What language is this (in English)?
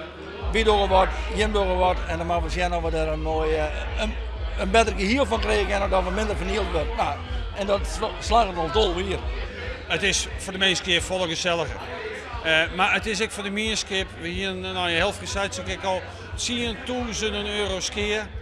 Western Frisian